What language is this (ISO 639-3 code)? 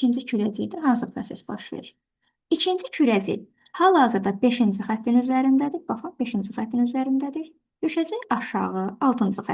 aze